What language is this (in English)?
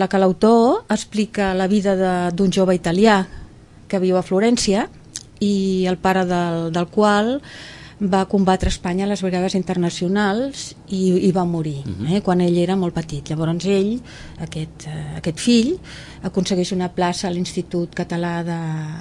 Catalan